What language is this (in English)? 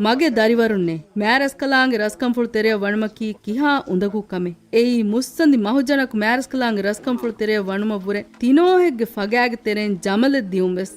Divehi